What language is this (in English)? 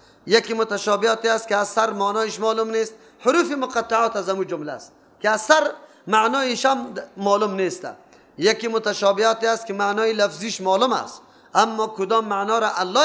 Persian